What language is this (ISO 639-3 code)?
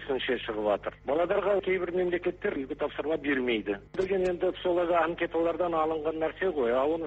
kaz